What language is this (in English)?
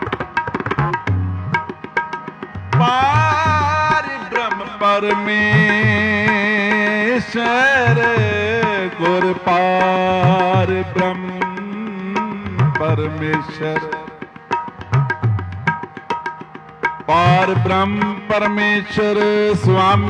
Punjabi